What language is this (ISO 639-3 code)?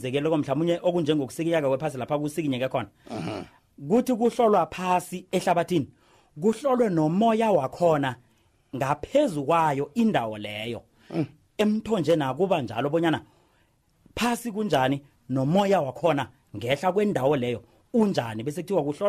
nbl